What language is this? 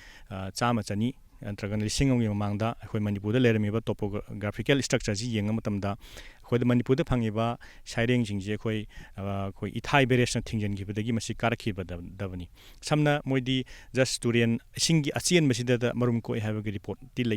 Manipuri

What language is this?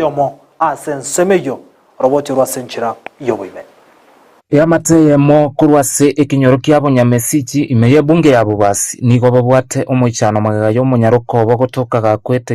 Gusii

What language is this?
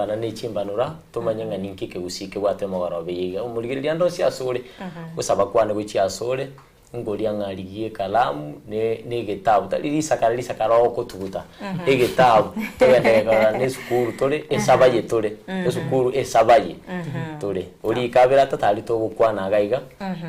Gusii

